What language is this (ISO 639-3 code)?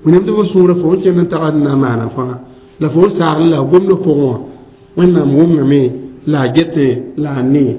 mos